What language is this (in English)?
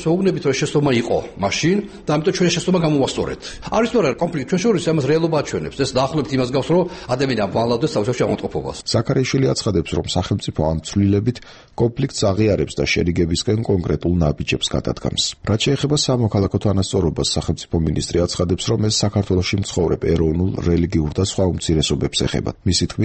Georgian